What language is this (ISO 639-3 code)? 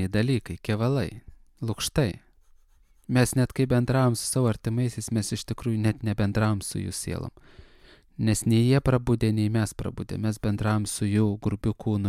lit